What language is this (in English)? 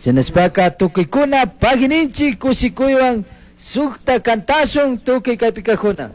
Chimborazo Highland Quichua